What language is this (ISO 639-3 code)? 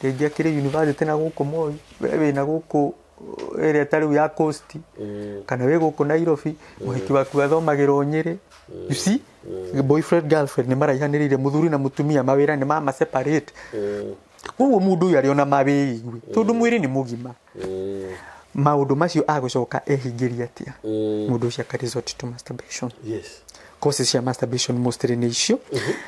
kik